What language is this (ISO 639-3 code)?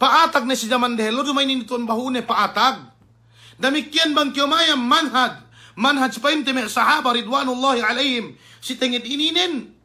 yka